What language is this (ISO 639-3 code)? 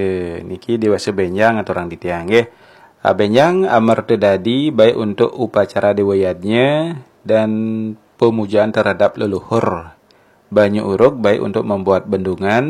ban